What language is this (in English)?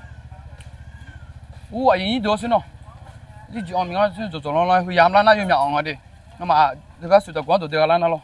Akha